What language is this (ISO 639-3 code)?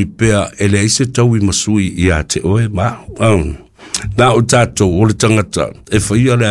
smo